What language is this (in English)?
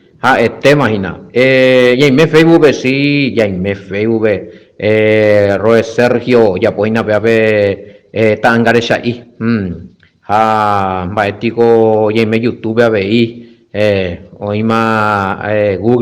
Guarani